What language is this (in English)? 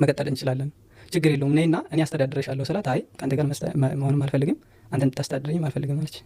Amharic